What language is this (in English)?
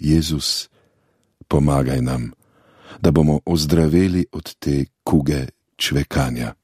Slovenian